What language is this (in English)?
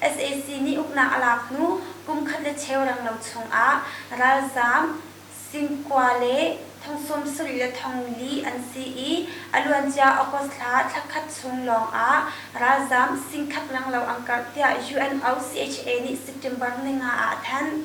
Hakha Chin